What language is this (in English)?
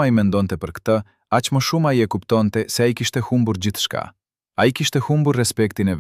Albanian